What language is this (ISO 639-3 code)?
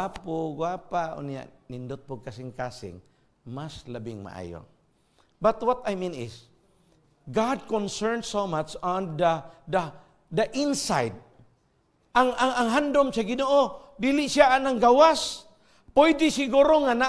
ceb